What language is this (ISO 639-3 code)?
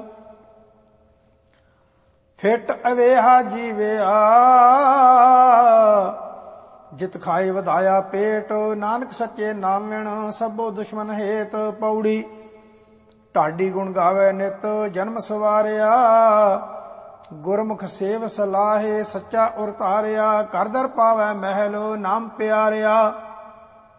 pan